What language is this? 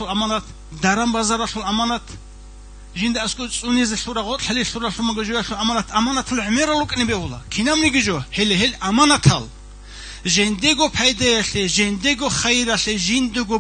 Avaric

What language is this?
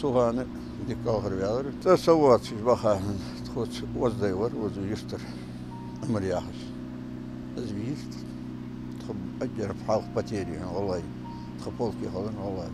Ingush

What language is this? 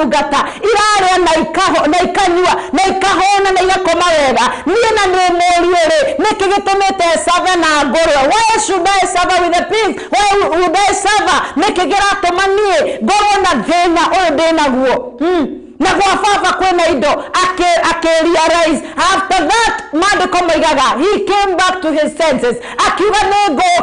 Kikuyu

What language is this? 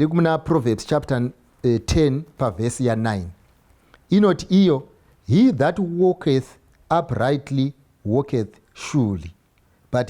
Shona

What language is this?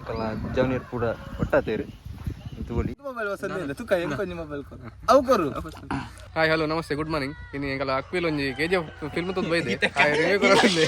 Tulu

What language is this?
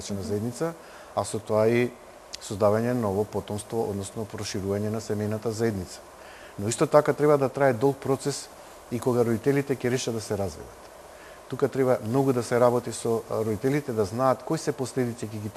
Macedonian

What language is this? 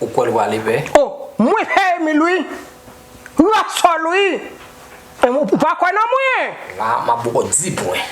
Haitian Creole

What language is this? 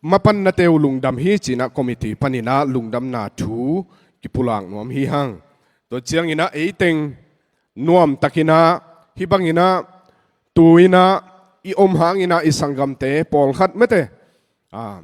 Tedim Chin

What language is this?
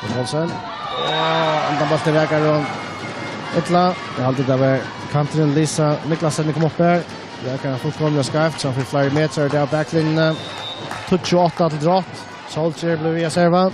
Faroese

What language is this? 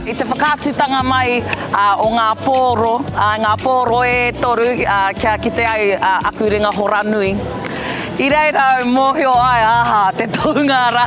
Māori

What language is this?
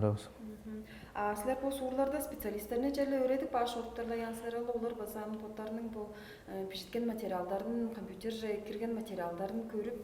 Tuvinian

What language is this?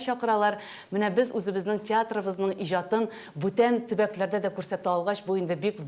Tatar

